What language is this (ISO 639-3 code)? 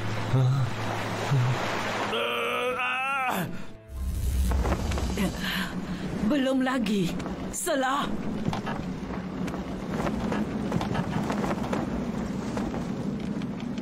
msa